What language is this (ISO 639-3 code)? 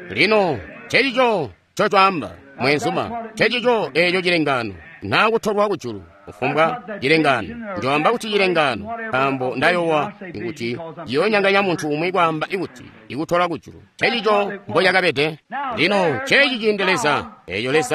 toi